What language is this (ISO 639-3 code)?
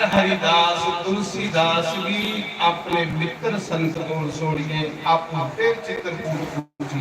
doi